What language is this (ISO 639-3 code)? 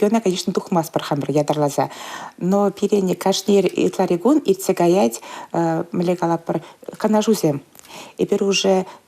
chv